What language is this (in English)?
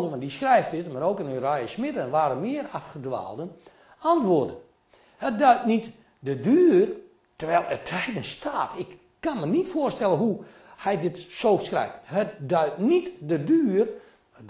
Dutch